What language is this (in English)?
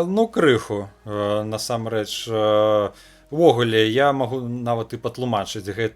Belarusian